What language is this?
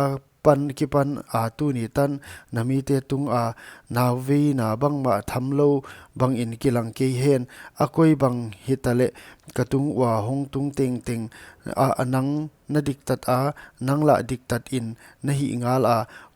Paite Chin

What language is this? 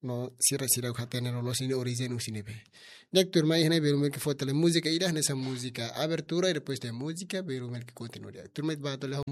Tetum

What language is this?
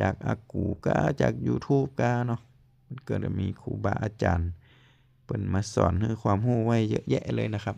Lao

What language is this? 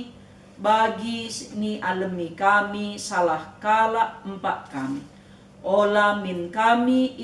Batak Karo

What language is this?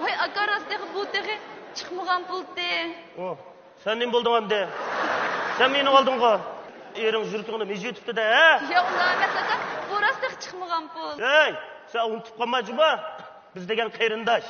Uyghur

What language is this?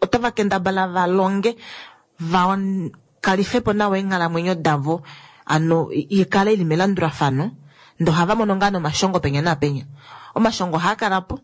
Kuanyama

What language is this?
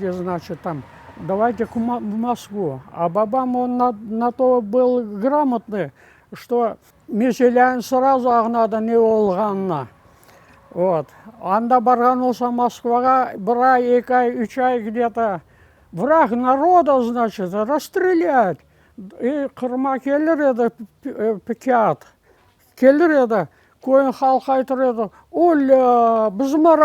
Crimean Tatar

